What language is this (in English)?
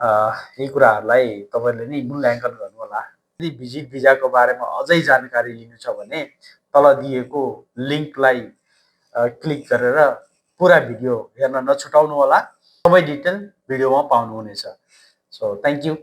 Nepali